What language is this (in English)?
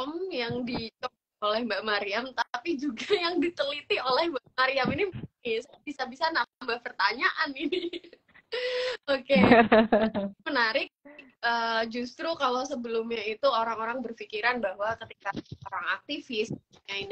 Indonesian